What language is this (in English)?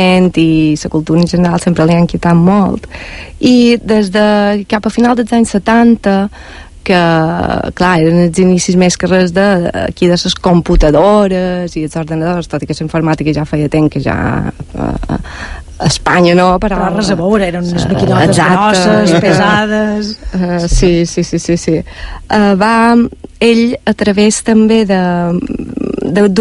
Catalan